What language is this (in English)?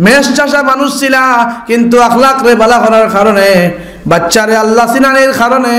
Sylheti